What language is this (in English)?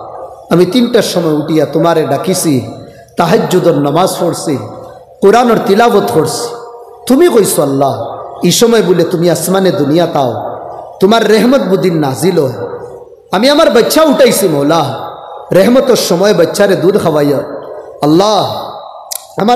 Sylheti